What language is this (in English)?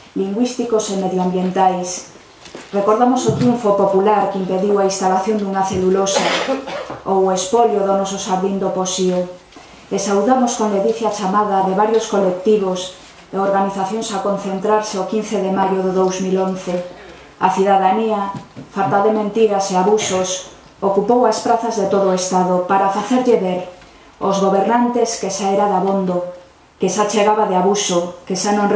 Galician